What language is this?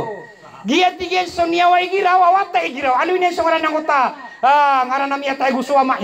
Maranao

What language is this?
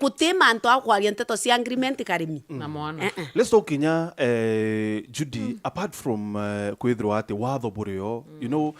Meru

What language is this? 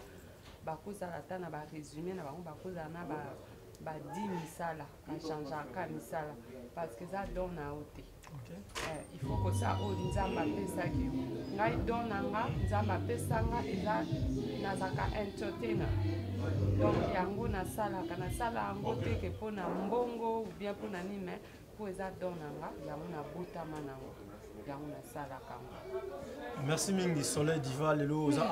Lingala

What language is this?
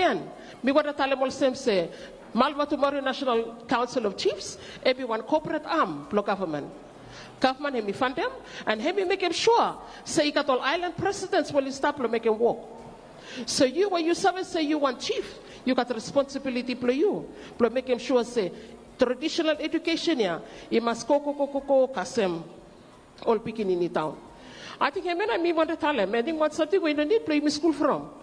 Bislama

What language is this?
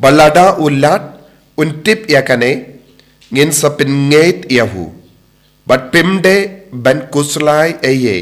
Khasi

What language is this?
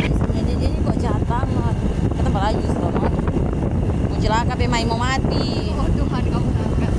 Manado Malay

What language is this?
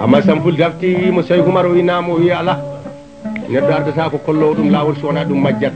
Fula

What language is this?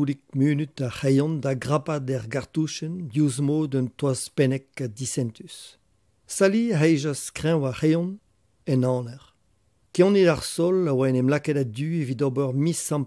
Breton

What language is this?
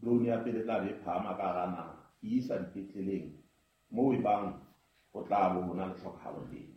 Southern Sotho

